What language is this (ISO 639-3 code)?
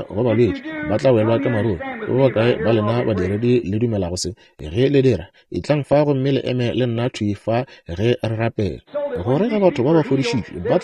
nso